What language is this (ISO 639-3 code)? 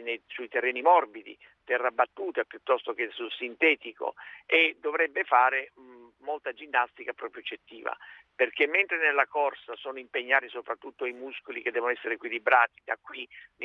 ita